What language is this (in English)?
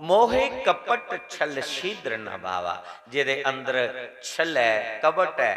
Dogri